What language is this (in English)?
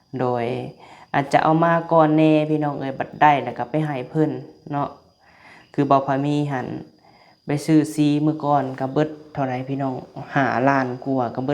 Lao